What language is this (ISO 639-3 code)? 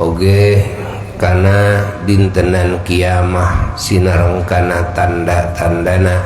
sun